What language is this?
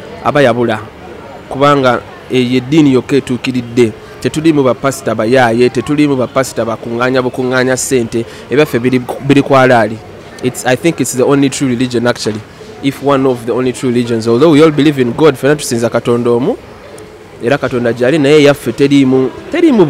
Ganda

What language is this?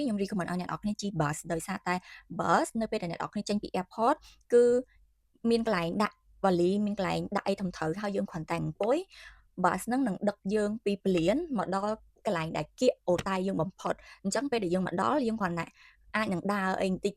Khmer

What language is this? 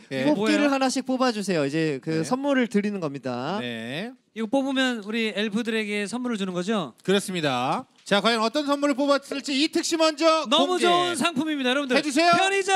Korean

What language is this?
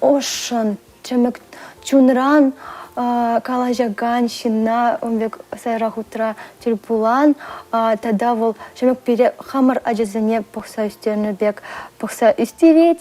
Chuvash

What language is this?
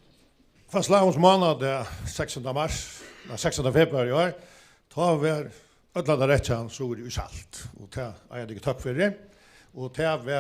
Faroese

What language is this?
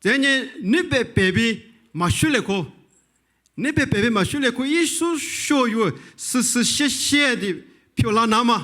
Lisu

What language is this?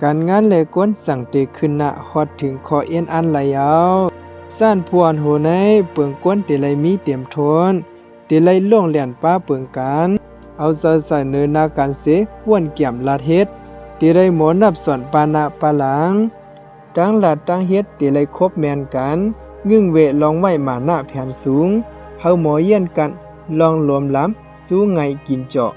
Shan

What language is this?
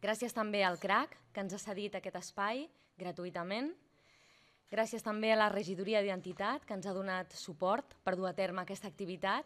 Catalan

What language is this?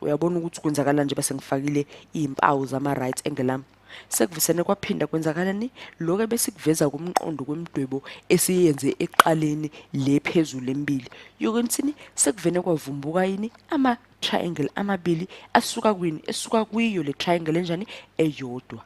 Zulu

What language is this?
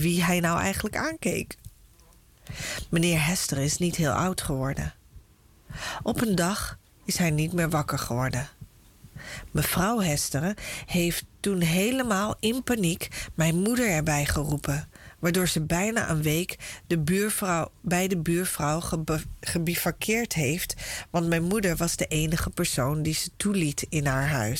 Dutch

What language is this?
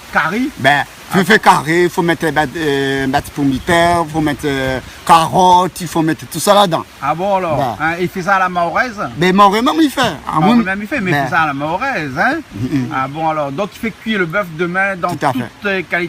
Réunion Creole French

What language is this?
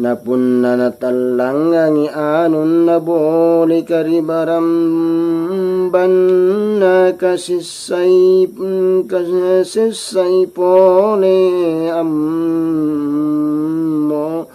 Makasar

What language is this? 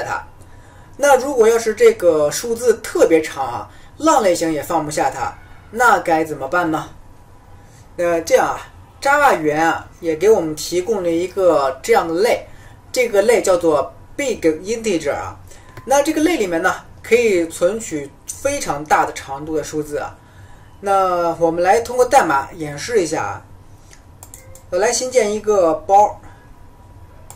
Chinese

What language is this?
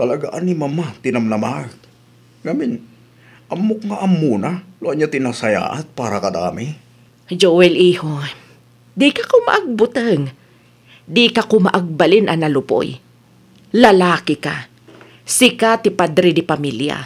Iloko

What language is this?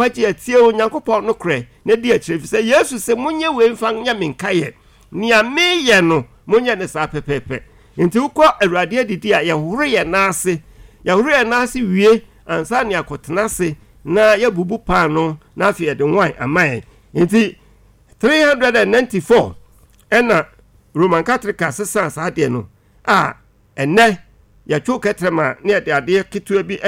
Akan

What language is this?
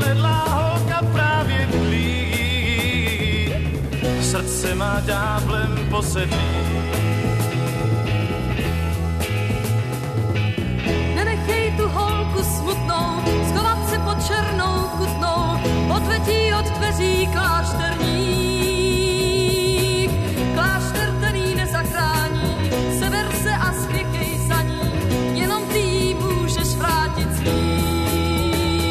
Czech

